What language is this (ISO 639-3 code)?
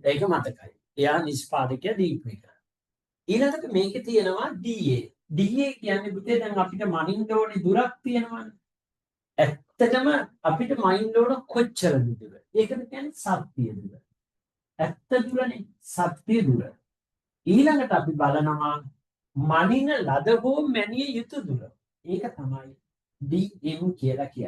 sin